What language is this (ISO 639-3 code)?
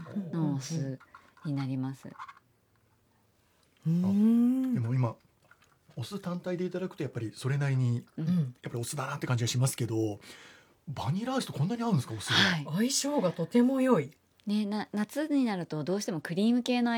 jpn